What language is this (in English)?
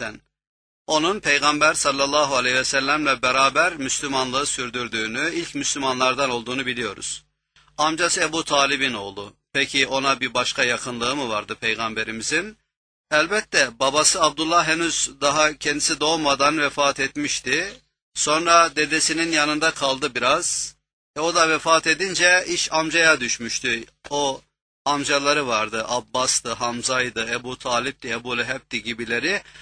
Turkish